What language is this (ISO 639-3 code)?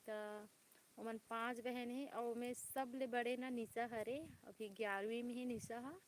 hne